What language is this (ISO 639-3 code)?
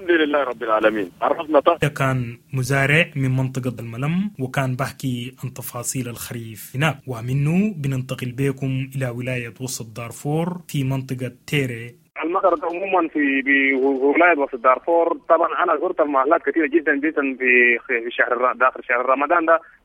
apd